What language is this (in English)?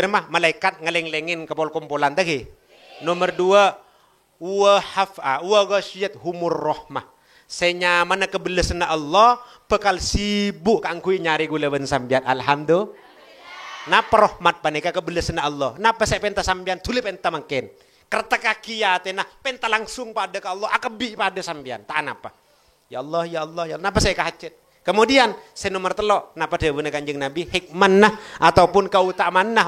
Madurese